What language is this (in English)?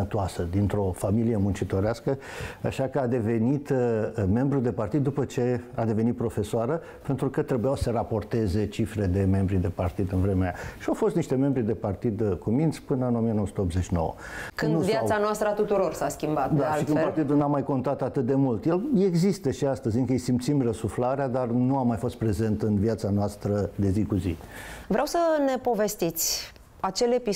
Romanian